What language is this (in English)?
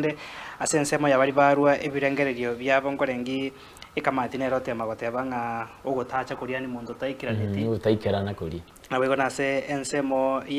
Gusii